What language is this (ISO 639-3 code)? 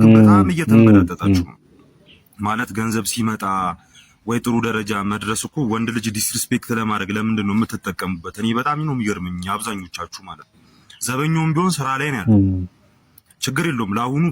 amh